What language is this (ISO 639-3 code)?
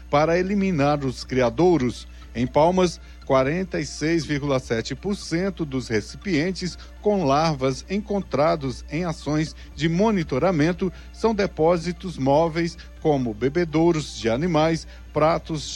por